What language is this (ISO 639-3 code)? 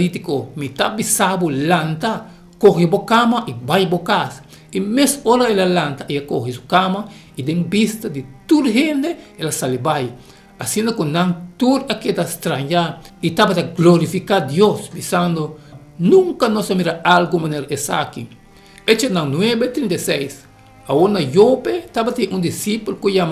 pap